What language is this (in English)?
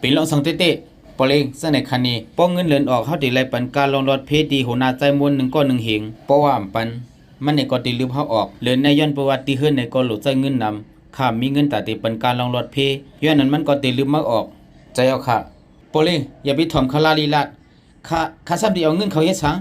Shan